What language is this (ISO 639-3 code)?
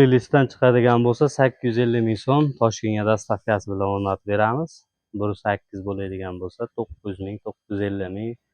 uzb